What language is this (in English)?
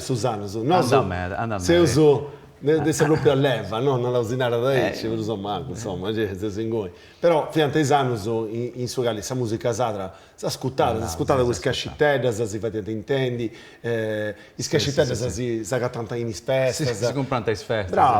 Sardinian